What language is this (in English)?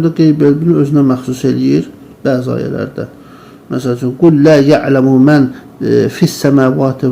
Azerbaijani